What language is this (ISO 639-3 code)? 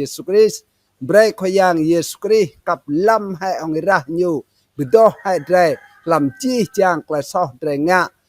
rad